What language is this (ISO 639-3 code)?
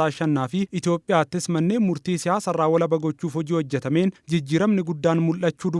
orm